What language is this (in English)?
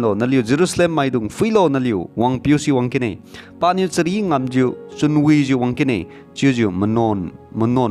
Liangmai Naga